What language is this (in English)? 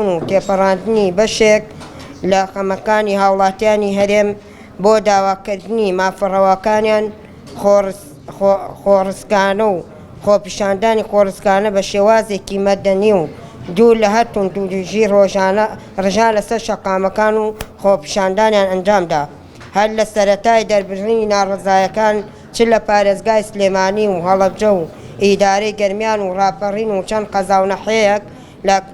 Central Kurdish